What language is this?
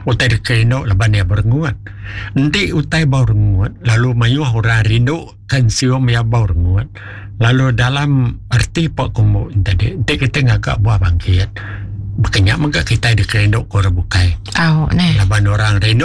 Iban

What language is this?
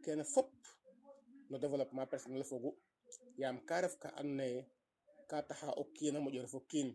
Serer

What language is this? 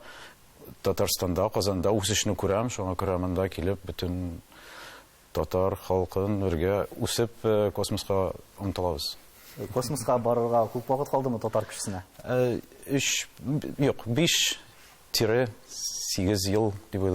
Tatar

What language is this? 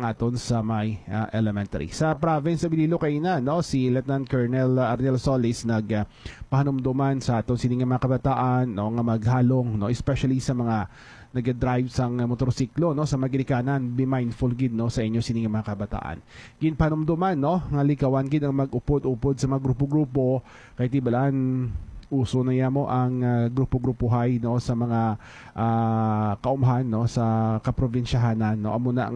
Hiligaynon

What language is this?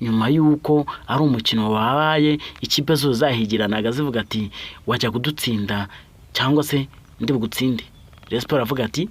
Kinyarwanda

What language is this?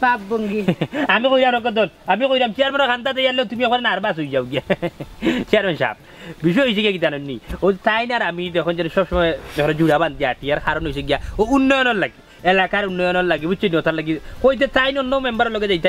Sylheti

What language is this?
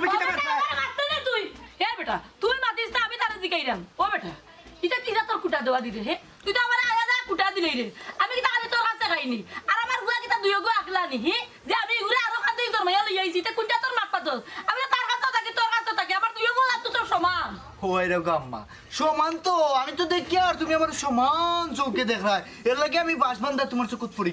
Sylheti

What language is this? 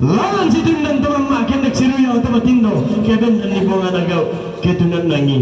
Toraja-Sa'dan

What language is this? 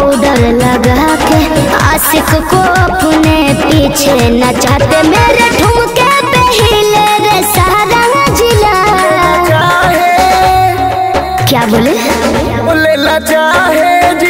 Bhojpuri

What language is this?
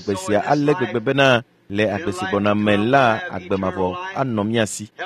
Ewe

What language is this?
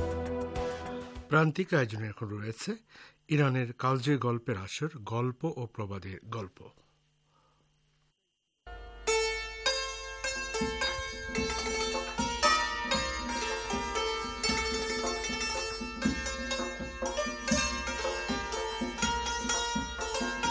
Bangla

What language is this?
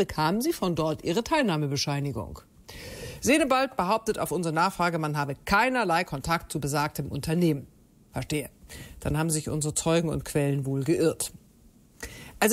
German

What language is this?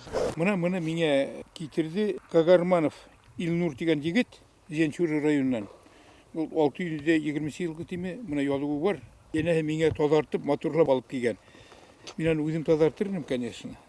Bashkir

